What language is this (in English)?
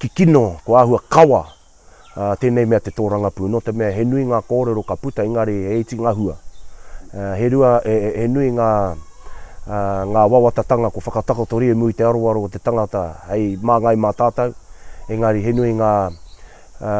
Māori